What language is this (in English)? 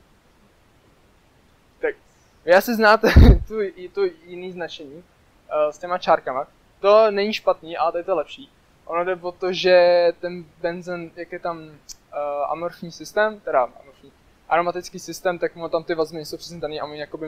Czech